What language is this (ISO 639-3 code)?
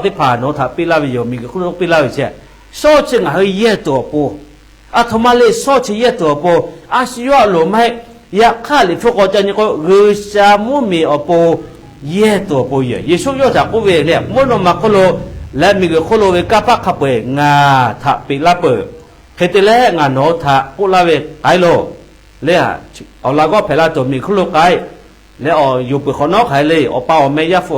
lhu